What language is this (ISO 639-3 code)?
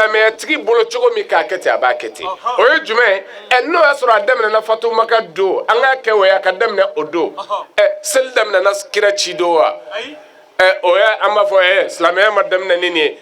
bam